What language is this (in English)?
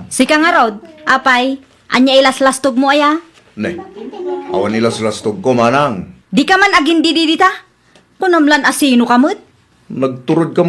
Iloko